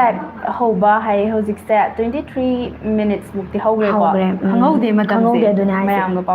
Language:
Manipuri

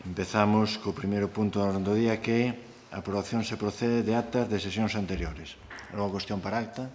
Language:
Galician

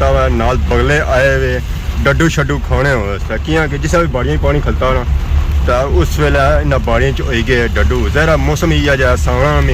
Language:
Pahari-Potwari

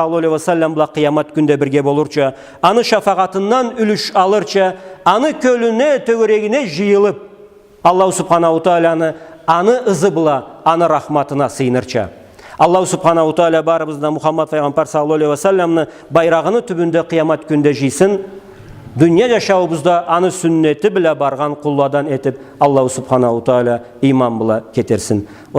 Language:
Karachay-Balkar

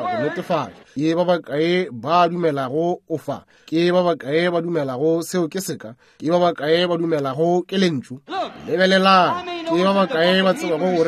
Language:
Northern Sotho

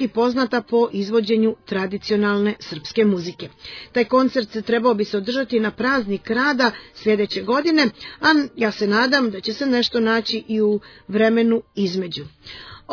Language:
Serbian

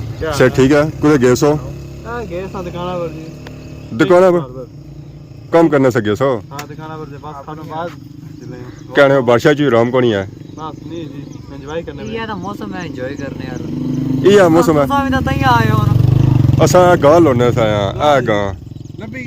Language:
Pahari-Potwari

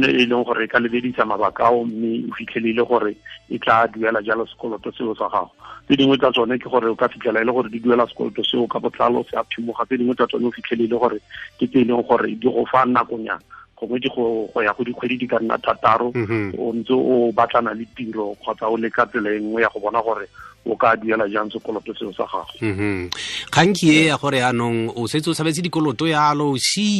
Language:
Tswana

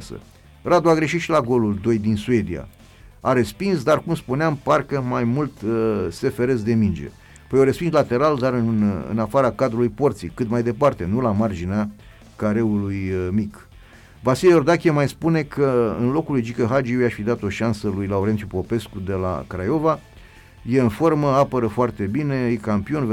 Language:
Romanian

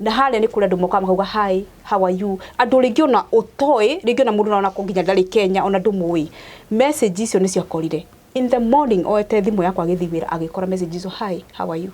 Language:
Kikuyu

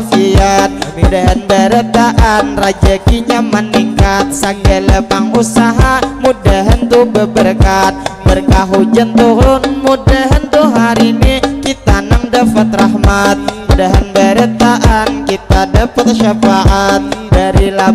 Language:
Banjar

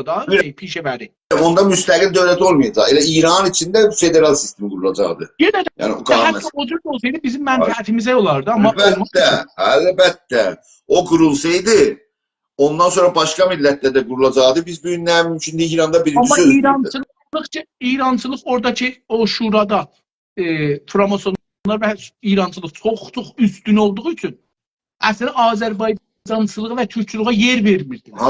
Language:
South Azerbaijani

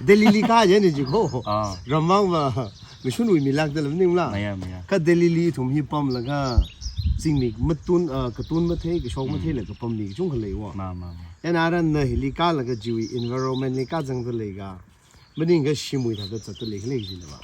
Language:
Tangkhul Naga (India)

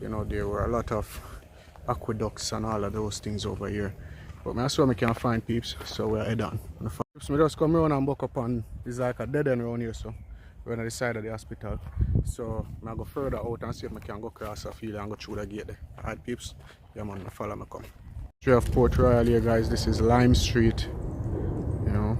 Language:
Jamaican Creole English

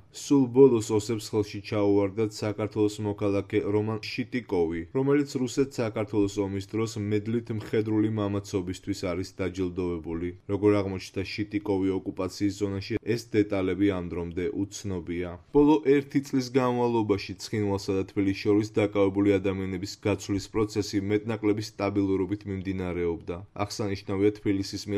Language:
Georgian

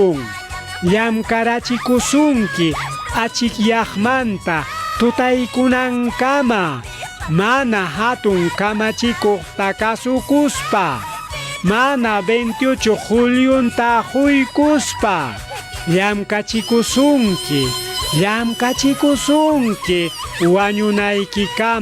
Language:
Ayacucho Quechua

